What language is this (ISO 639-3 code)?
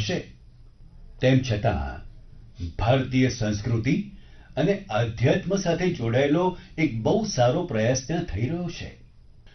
guj